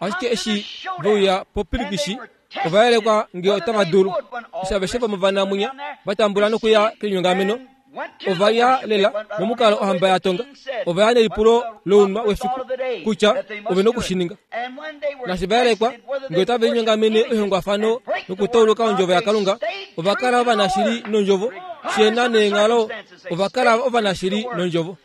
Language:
Kuanyama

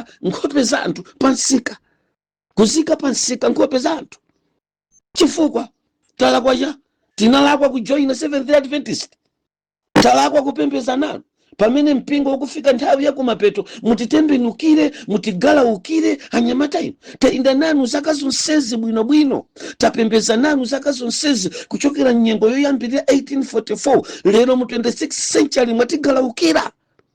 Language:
Nyanja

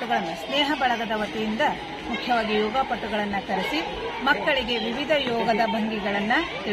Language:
Kannada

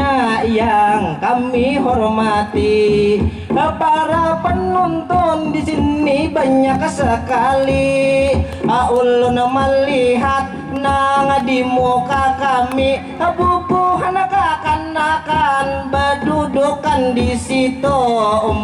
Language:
Banjar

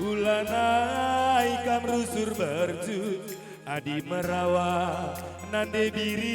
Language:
Batak Karo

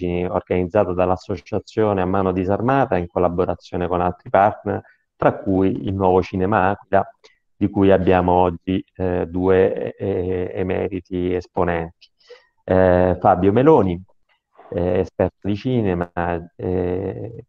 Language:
Italian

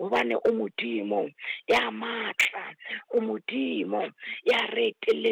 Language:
Southern Sotho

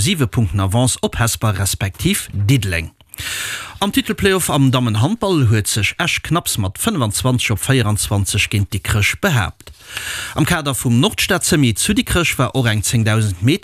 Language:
Luxembourgish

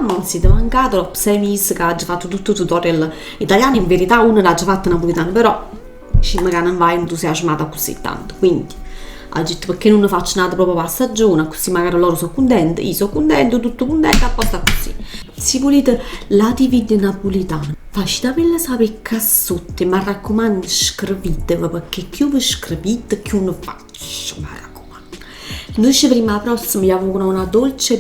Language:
Neapolitan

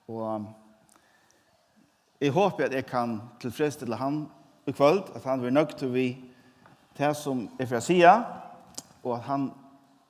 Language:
Faroese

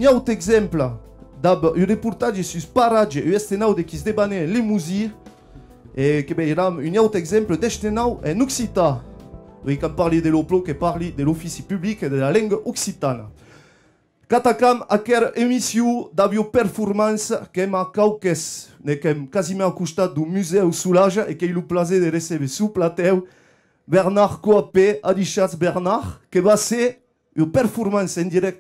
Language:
Occitan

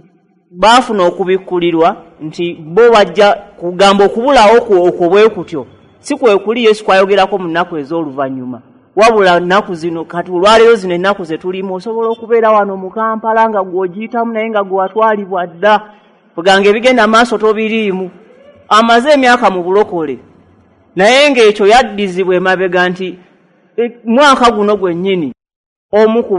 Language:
Ganda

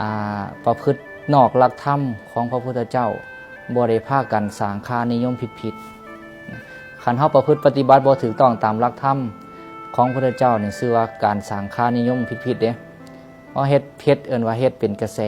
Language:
Northeastern Thai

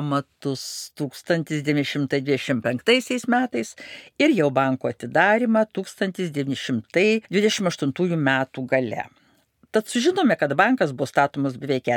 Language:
Lithuanian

